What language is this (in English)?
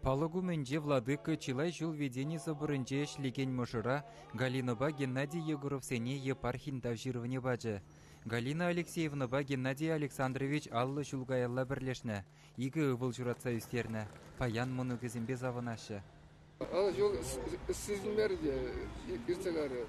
Chuvash